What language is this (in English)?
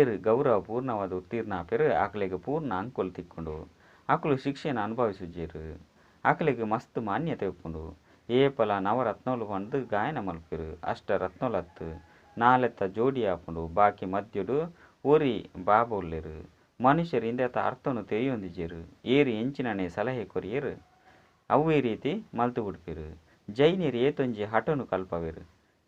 Tulu